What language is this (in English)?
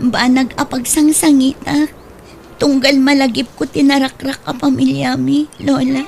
Iloko